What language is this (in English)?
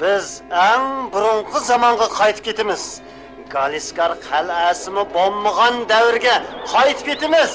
Uyghur